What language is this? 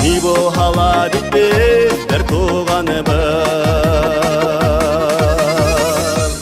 Bashkir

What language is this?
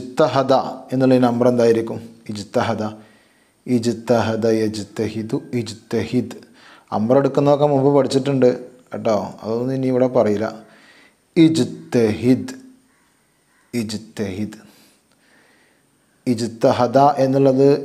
Malayalam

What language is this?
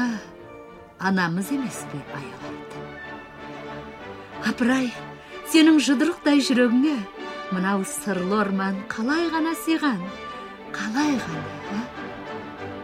Kazakh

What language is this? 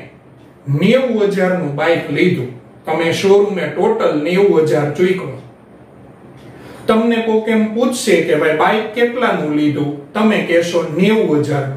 Gujarati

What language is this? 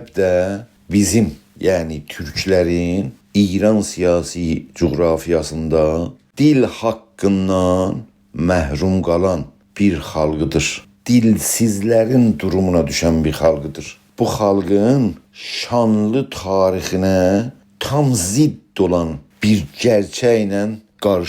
South Azerbaijani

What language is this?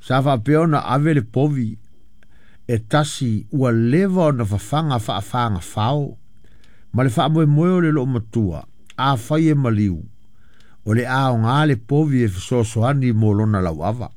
Samoan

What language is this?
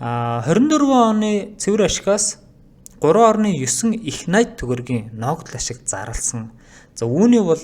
Mongolian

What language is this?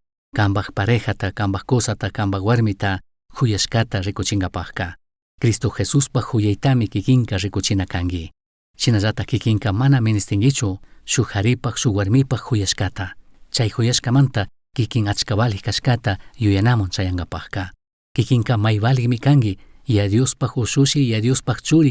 Chimborazo Highland Quichua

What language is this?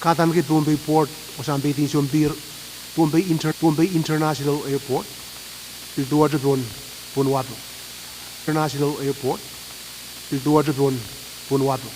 Pohnpeian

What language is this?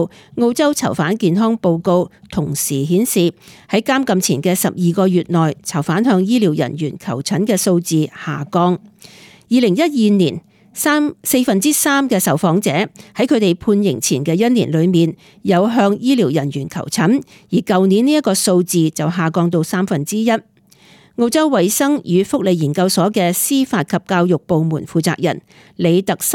Cantonese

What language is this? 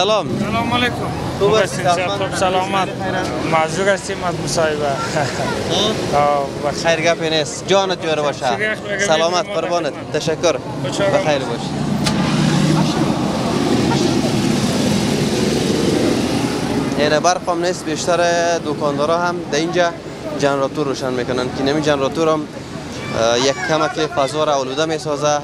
Persian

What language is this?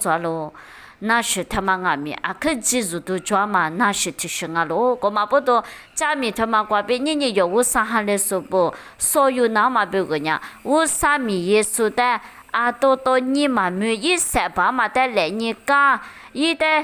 Lisu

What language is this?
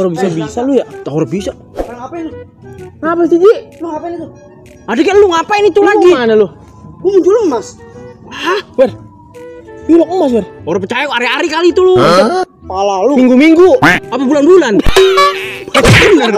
Betawi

